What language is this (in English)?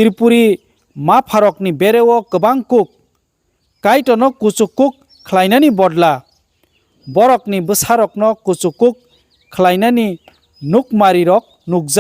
Kok Borok